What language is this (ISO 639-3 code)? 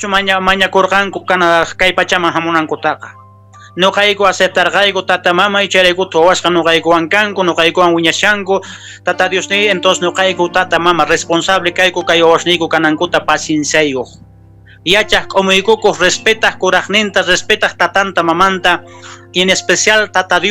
que